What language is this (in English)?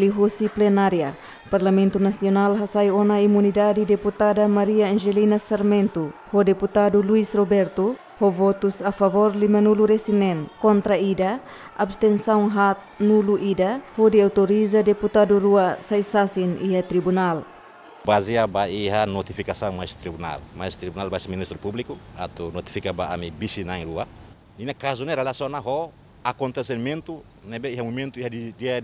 Tetum